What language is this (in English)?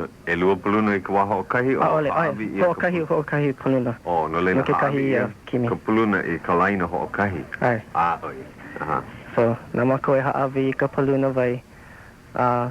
Hawaiian